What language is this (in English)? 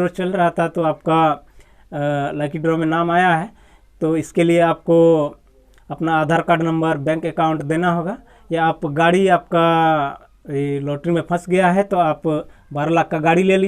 Santali